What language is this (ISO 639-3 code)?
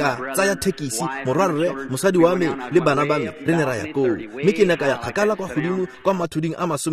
tsn